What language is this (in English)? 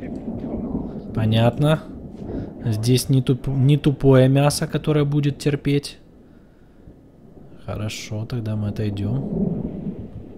Russian